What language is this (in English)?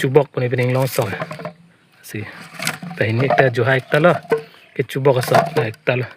Karbi